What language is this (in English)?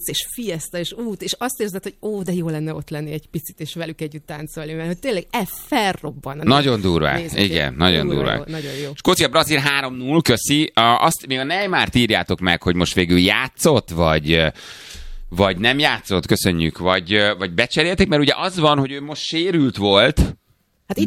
Hungarian